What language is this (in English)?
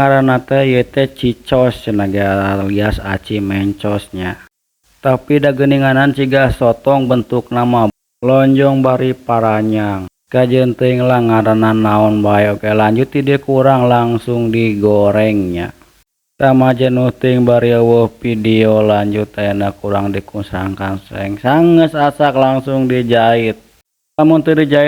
Sundanese